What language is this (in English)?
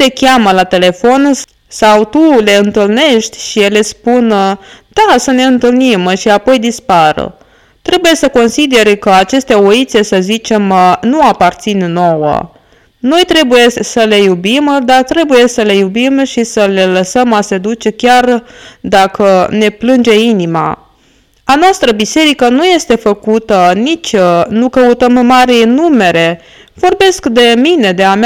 Romanian